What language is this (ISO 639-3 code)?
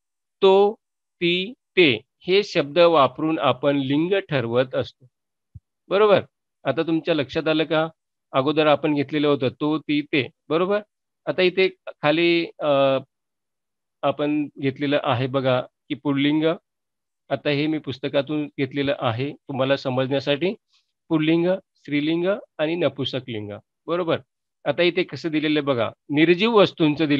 mar